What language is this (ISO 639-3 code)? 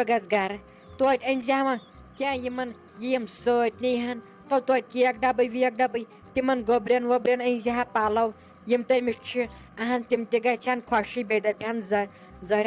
kas